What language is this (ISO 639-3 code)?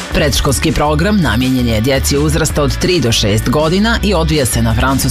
srp